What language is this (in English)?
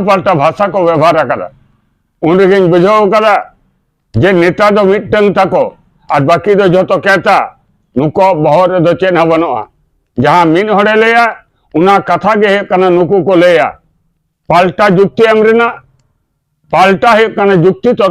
Santali